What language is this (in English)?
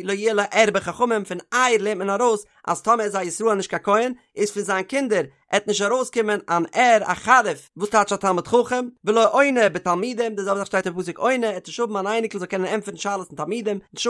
Yiddish